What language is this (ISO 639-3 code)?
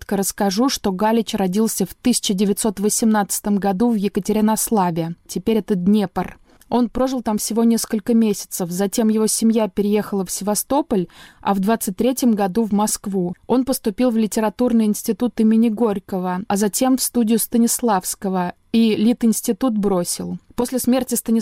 rus